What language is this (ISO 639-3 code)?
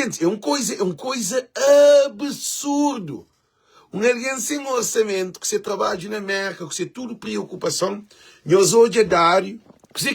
kea